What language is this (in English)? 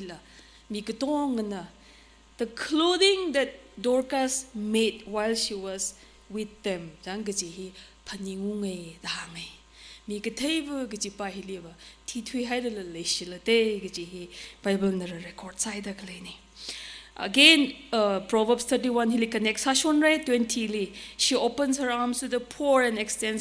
Tangkhul Naga (India)